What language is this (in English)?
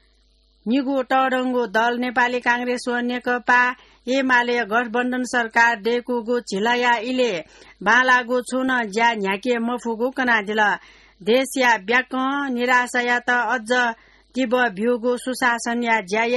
Newari